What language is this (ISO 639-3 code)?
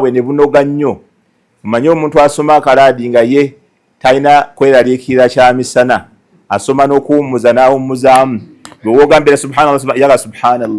lug